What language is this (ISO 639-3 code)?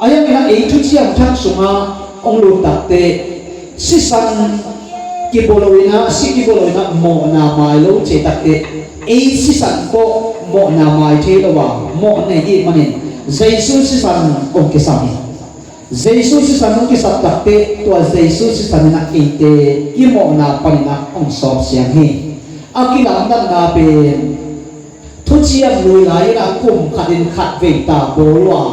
ctd